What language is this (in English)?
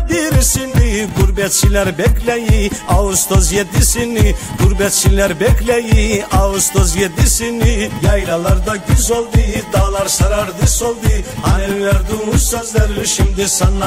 Turkish